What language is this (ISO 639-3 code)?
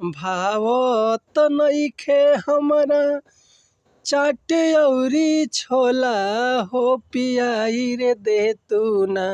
bho